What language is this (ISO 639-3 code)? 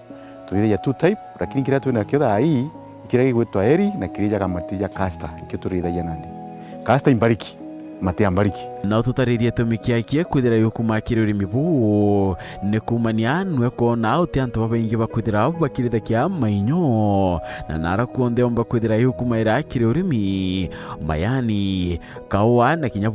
mer